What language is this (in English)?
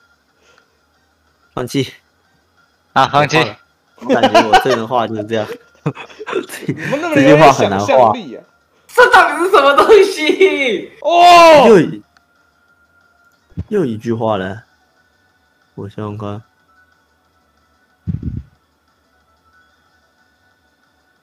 Chinese